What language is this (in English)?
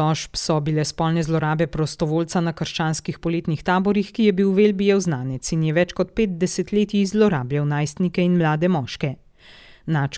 Slovenian